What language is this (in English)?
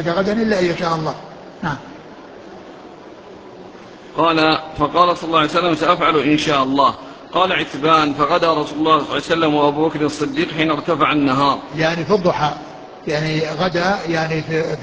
Arabic